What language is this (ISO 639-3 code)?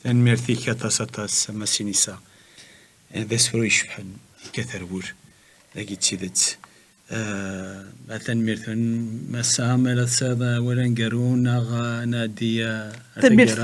kab